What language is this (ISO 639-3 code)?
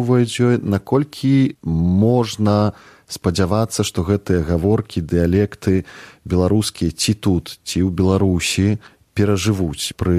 bel